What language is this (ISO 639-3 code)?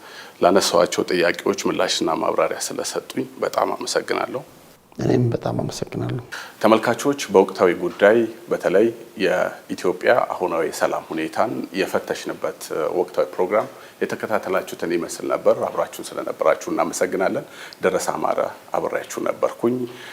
amh